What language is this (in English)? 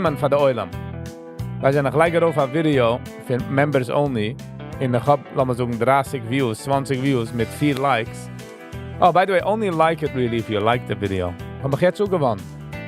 Yiddish